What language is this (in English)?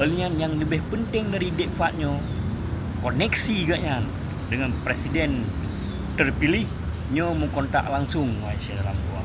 Achinese